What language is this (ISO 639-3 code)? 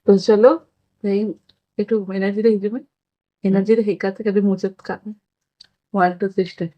sat